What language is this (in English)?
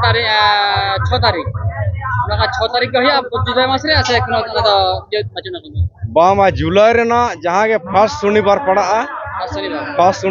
Santali